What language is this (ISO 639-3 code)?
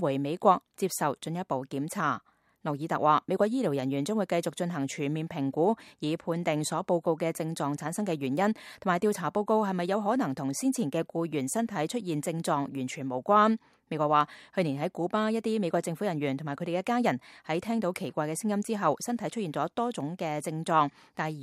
yue